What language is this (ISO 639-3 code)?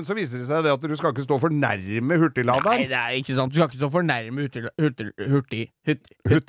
nor